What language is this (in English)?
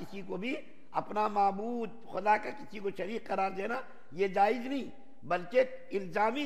Urdu